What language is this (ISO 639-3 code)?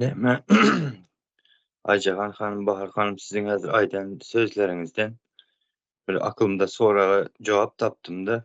tuk